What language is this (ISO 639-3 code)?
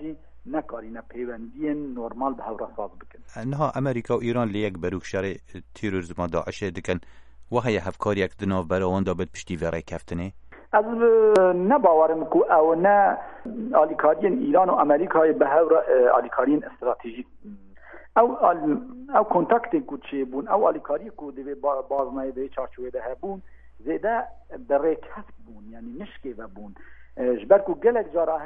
kur